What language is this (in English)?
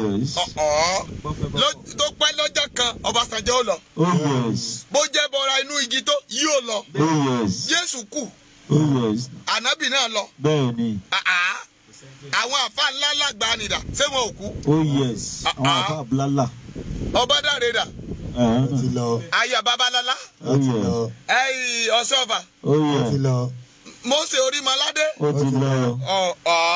Yoruba